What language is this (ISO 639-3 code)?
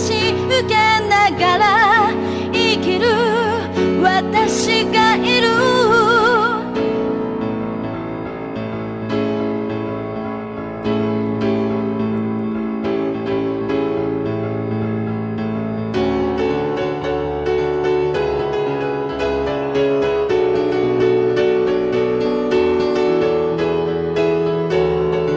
jpn